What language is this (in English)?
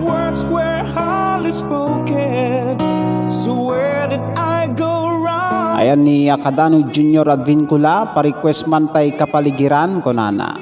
Iloko